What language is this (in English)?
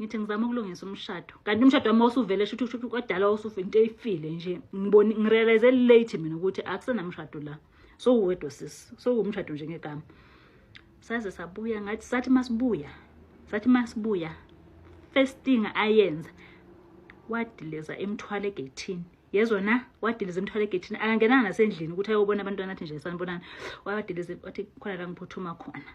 Zulu